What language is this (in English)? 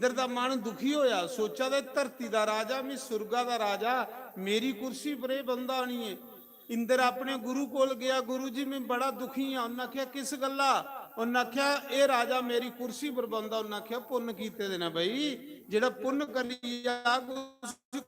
Dogri